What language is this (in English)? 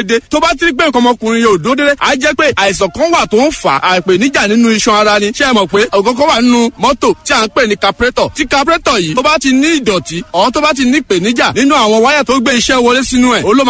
Yoruba